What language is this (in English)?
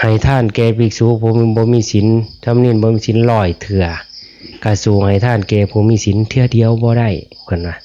Northeastern Thai